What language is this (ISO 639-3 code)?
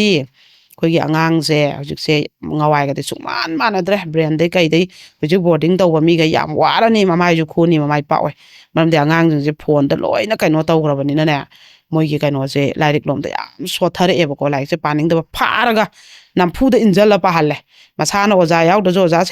mni